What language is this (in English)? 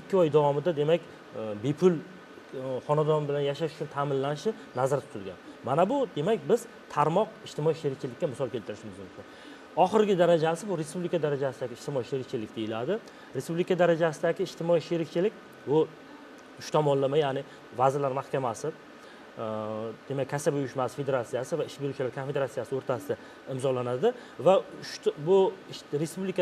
Uzbek